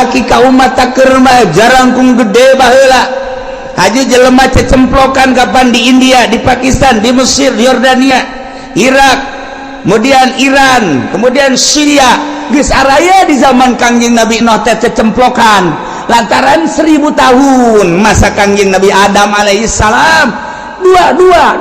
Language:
Sundanese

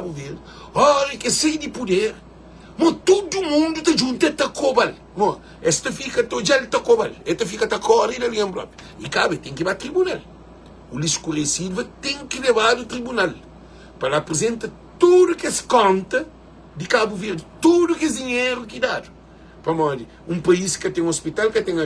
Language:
Kabuverdianu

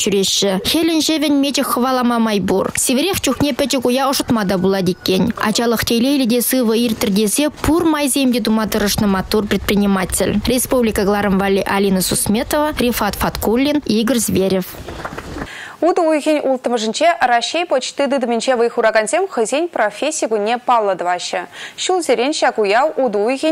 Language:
Chuvash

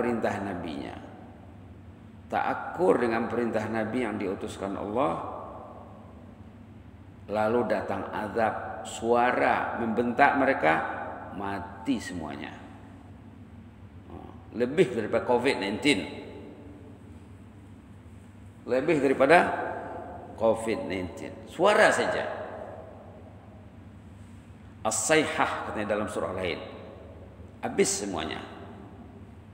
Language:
Malay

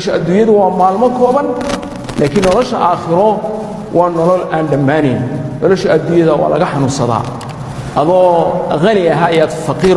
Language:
Somali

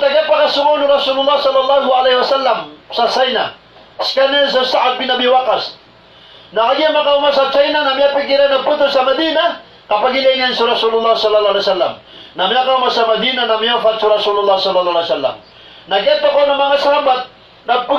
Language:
Maranao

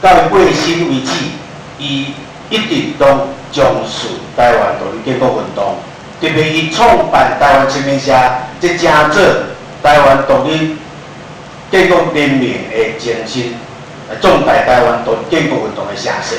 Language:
Min Nan Chinese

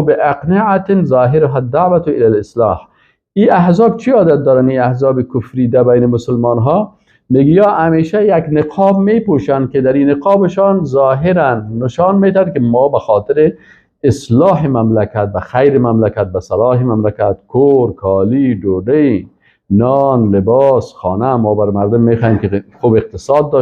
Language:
Persian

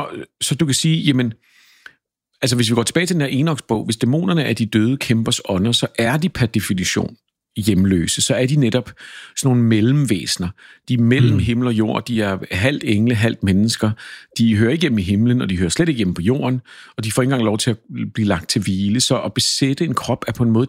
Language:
Danish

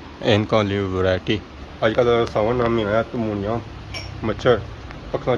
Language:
Pahari-Potwari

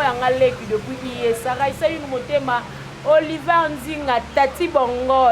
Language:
Lingala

